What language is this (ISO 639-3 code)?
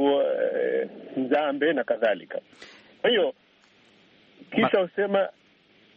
swa